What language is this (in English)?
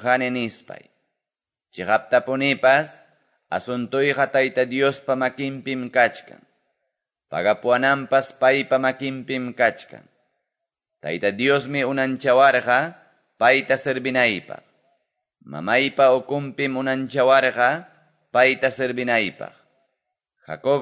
Quechua